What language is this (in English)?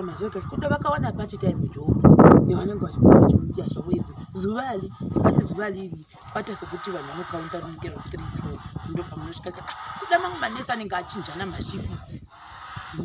Shona